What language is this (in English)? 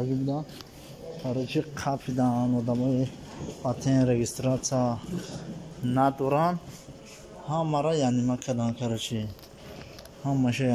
Tajik